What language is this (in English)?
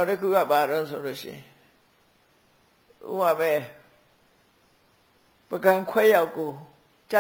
Burmese